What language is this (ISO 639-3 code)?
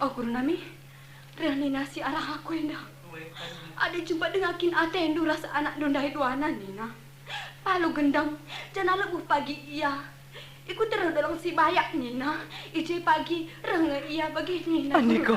btx